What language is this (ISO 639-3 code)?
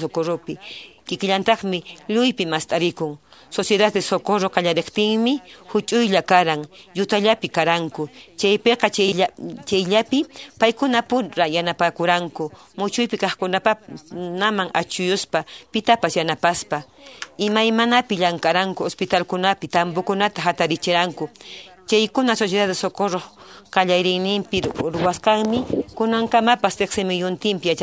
que